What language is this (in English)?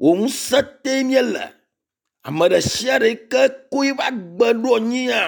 Ewe